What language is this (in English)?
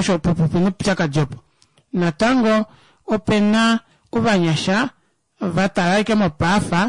Kuanyama